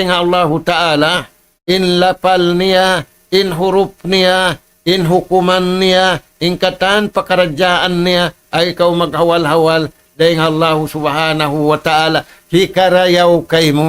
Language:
Tausug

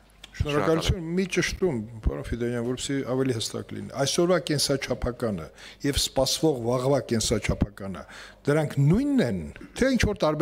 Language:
Armenian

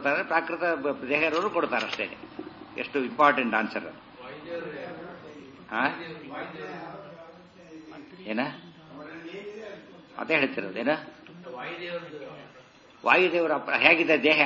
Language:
Kannada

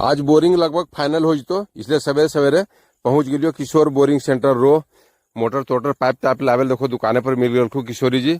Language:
Magahi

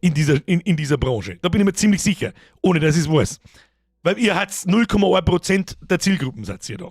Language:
Bavarian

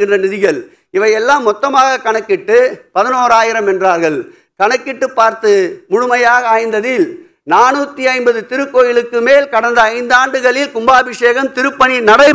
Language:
Tamil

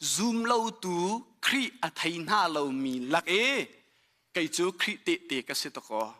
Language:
Hakha Chin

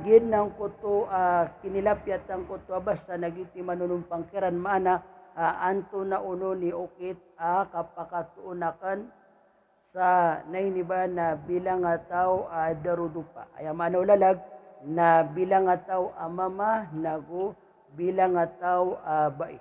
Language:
Maranao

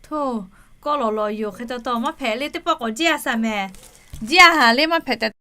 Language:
Lahu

